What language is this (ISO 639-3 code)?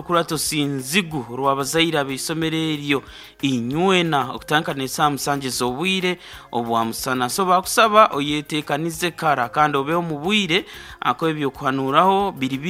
nyn